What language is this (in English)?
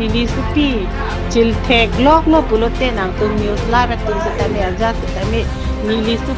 Karbi